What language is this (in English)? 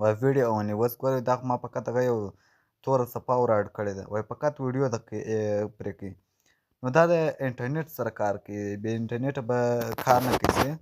Pashto